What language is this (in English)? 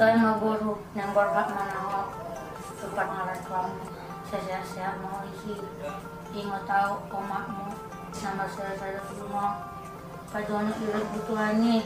Batak Toba